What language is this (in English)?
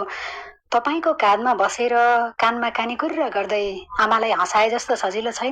Nepali